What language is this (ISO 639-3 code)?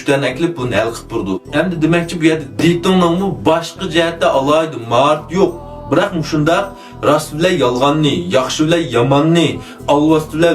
uig